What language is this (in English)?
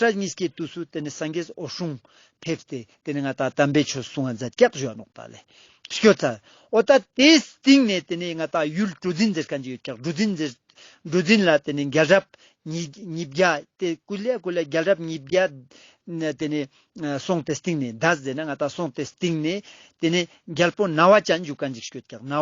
Ladakhi